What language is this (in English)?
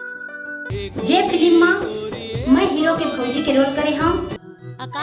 Chhattisgarhi